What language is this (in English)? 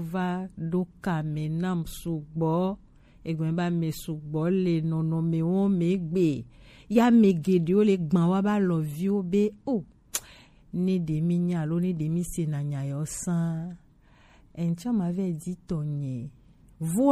Gen